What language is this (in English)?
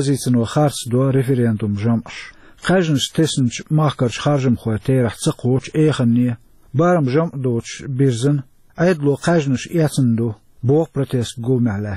Chechen